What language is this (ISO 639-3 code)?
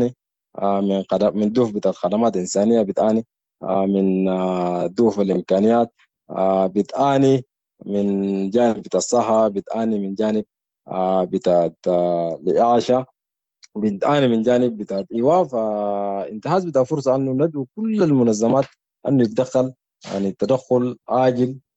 apd